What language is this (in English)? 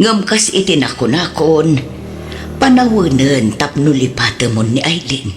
Iloko